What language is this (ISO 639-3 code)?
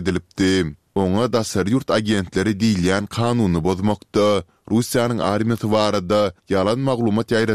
kir